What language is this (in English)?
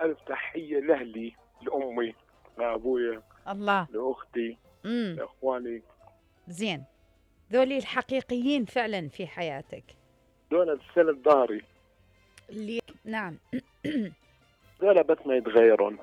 Mesopotamian Arabic